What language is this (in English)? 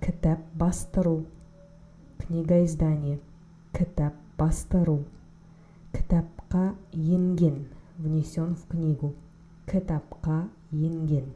Kazakh